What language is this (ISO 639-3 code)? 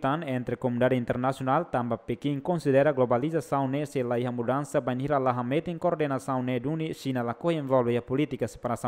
tet